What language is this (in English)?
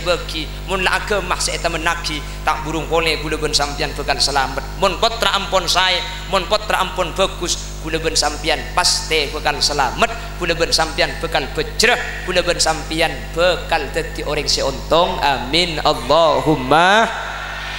Madurese